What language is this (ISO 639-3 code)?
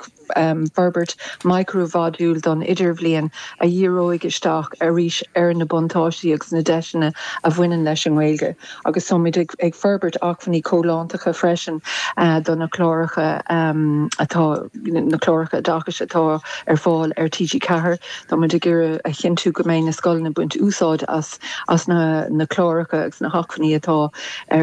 gle